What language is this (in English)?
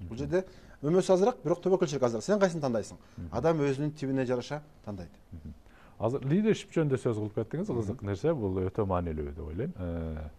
Kyrgyz